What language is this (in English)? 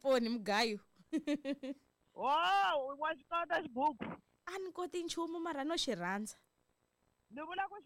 Tsonga